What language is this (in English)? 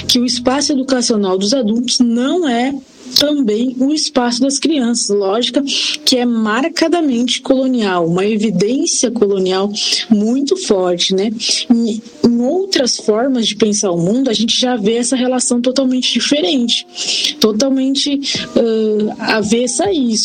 Portuguese